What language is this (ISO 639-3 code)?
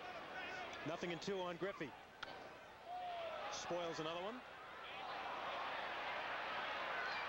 eng